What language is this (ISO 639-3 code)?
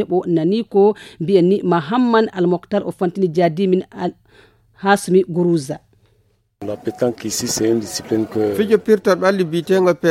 ful